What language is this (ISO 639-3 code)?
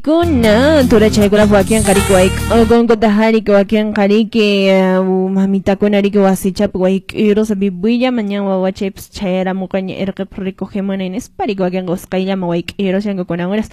que